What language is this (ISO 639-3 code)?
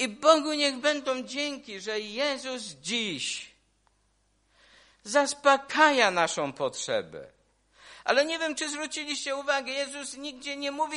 pol